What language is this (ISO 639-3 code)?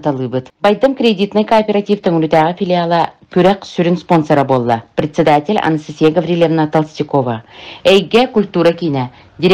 sah